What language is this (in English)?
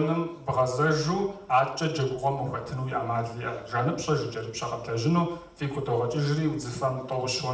Kabardian